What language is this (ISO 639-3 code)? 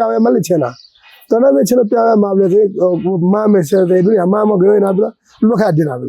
new